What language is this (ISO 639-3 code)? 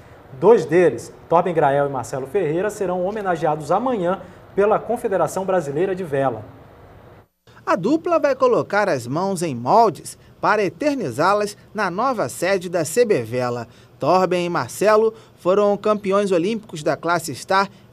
por